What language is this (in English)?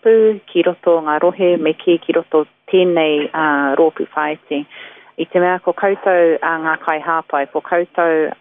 Māori